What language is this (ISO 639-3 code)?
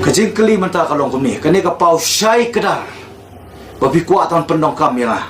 kha